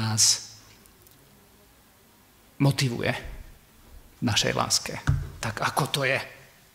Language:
Slovak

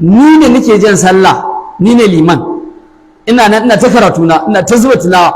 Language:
Hausa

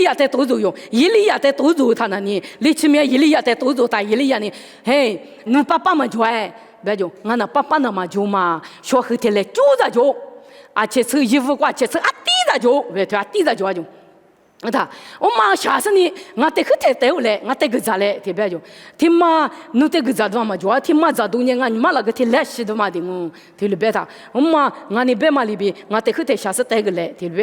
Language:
Lisu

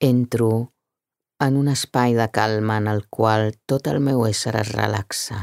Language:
Catalan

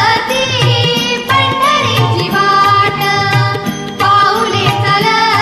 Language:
Marathi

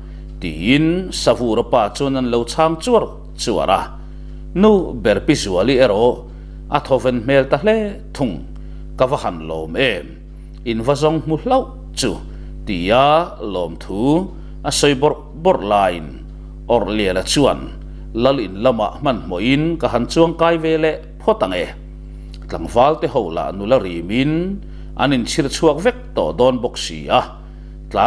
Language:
Mizo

